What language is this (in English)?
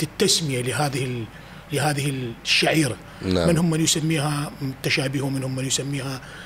Mesopotamian Arabic